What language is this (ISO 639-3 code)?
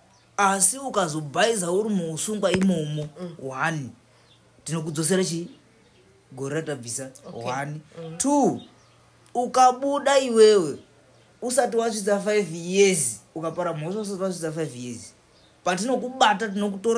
sna